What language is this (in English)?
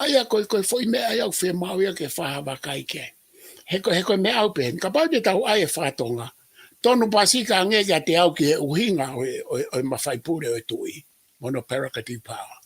Tongan